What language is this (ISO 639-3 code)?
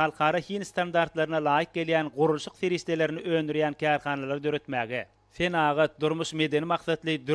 tuk